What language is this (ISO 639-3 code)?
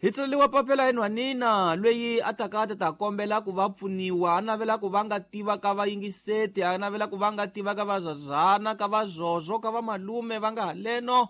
tso